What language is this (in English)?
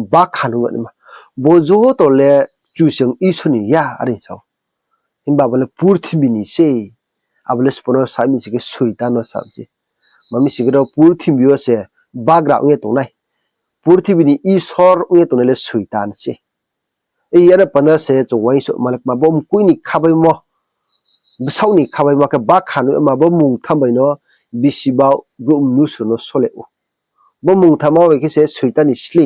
Riang (India)